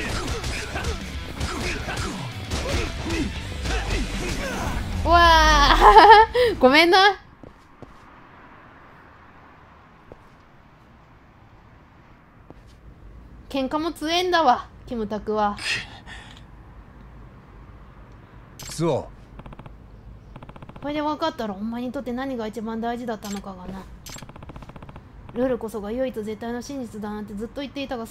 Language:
Japanese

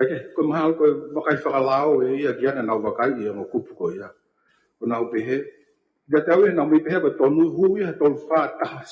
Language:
Tongan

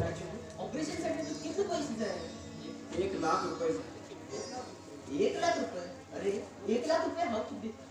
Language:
Konkani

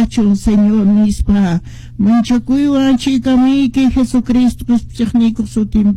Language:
Quechua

